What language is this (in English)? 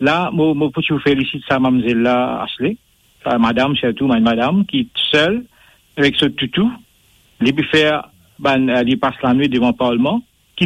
Morisyen